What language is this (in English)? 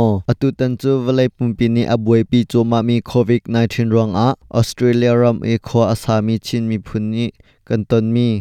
Hakha Chin